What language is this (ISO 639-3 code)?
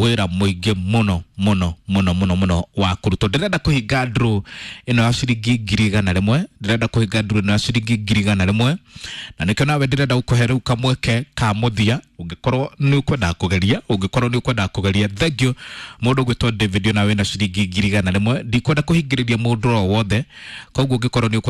kik